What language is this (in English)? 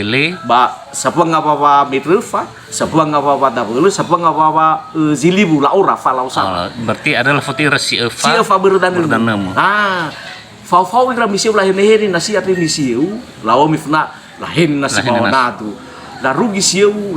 Nias